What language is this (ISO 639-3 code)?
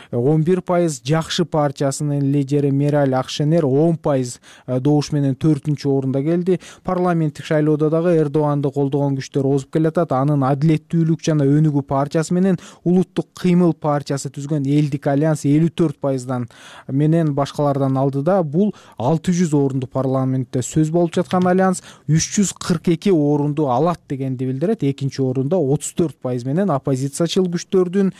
kir